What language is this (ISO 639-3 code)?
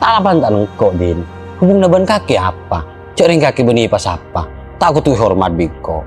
mad